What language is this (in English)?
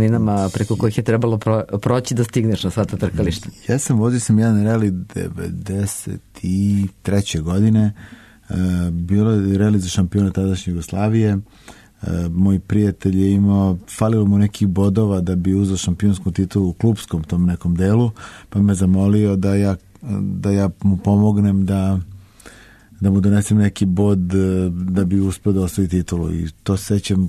Serbian